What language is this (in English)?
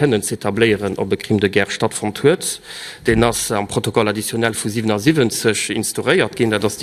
Luxembourgish